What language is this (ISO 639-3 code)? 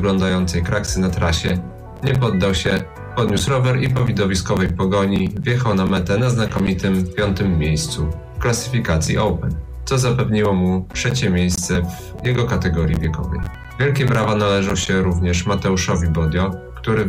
pol